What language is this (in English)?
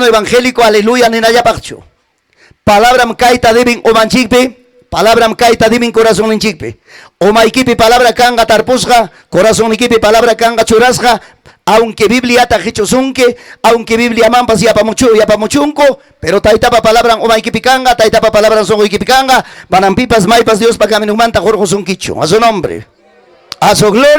Ayacucho Quechua